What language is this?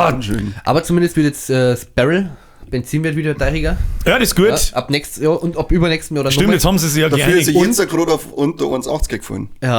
Bavarian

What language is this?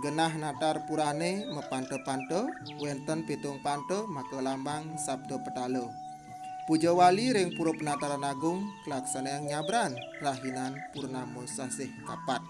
Balinese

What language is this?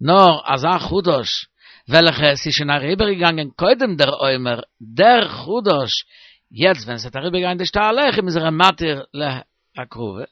Yiddish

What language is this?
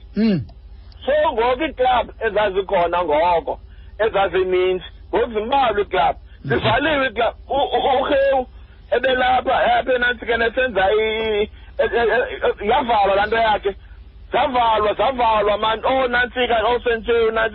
Xhosa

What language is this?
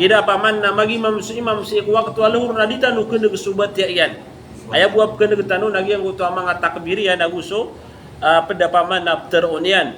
Maranao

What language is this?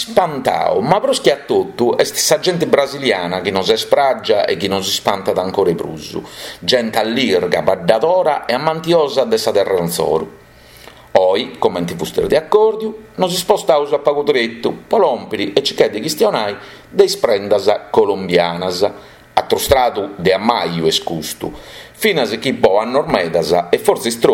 Sardinian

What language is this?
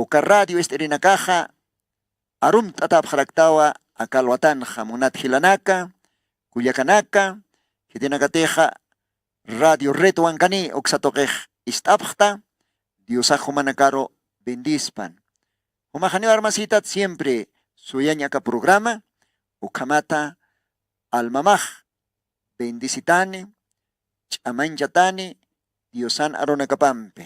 Aymara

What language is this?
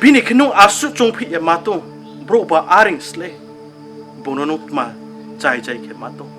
Riang (India)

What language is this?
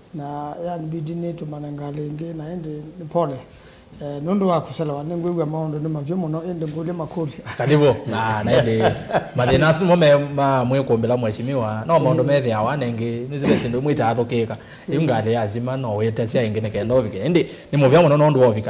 Kamba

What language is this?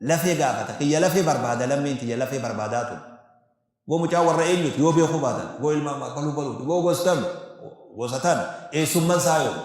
Oromo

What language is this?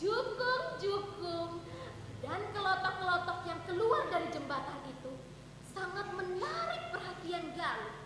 Banjar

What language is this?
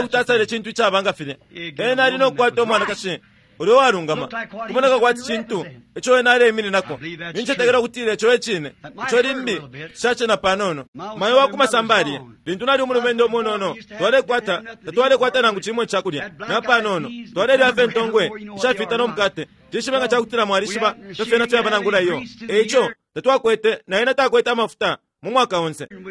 Bemba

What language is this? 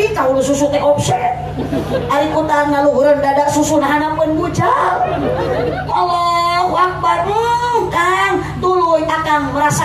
Sundanese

